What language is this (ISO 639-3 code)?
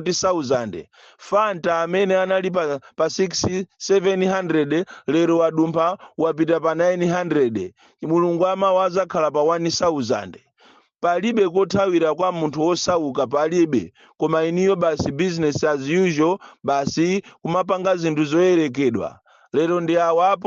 nya